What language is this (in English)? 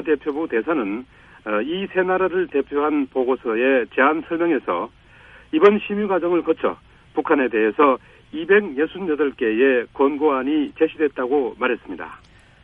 Korean